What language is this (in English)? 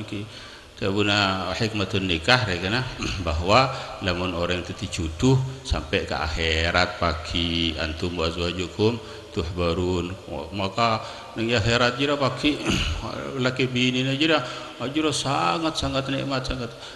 Madurese